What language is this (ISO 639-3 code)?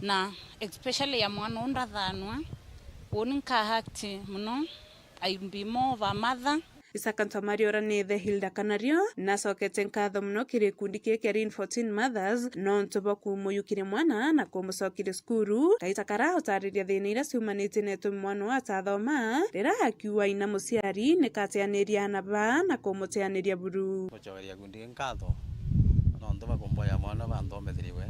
mer